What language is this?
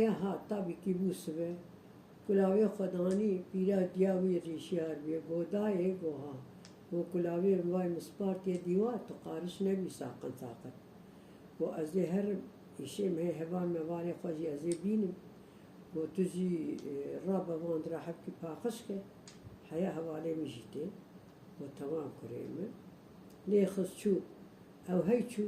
Kurdish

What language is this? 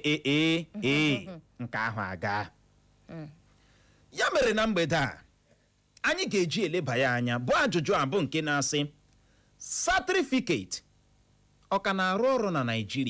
Igbo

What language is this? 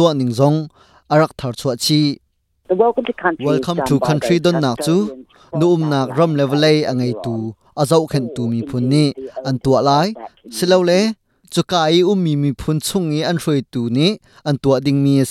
Hakha Chin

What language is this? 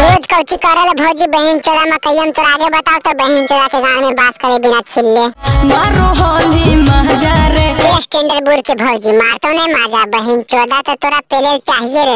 Magahi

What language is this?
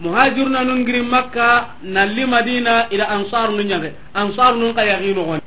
Soninke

